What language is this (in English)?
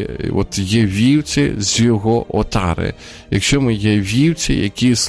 Ukrainian